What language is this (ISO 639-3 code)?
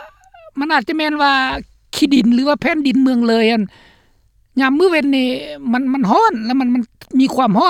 lao